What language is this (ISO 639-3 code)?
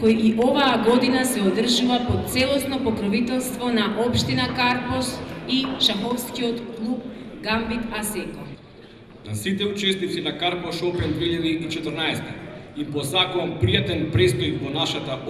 mkd